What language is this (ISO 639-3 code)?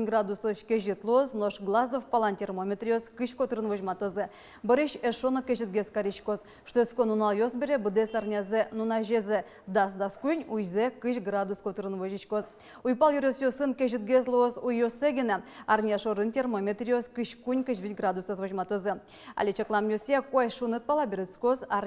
udm